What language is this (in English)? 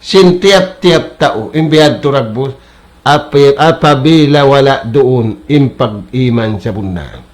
Tausug